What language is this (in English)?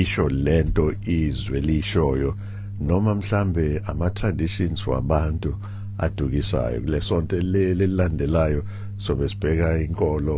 Zulu